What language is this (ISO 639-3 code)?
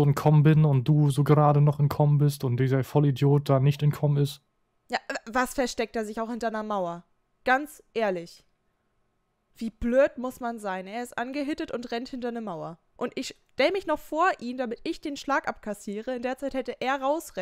deu